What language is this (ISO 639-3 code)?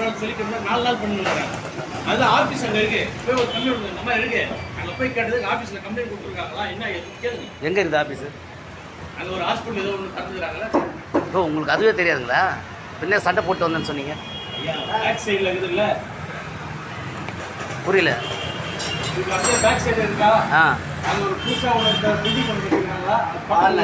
tam